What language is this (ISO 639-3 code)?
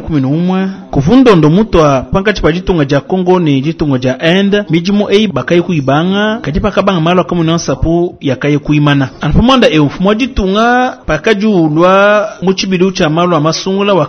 lua